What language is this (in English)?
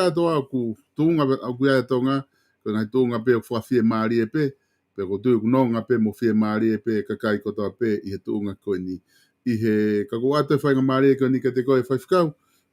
Tongan